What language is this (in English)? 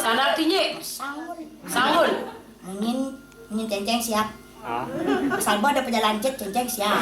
Balinese